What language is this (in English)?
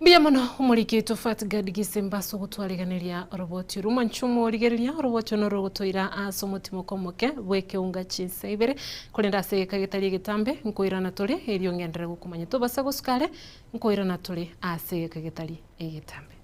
Gusii